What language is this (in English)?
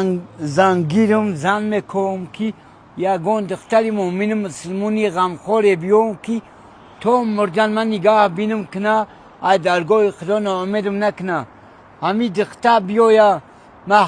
Tajik